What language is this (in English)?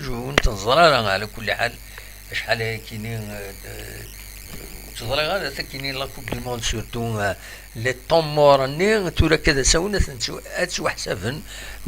Kabyle